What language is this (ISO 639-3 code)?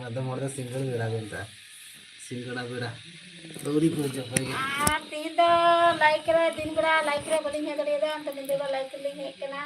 sat